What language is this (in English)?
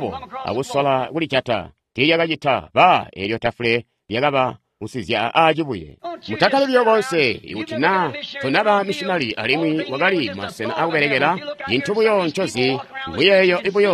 Tonga (Zambia)